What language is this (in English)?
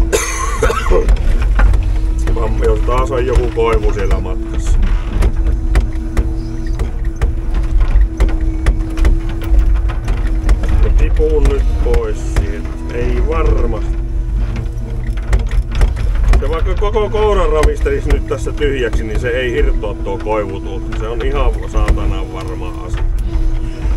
Finnish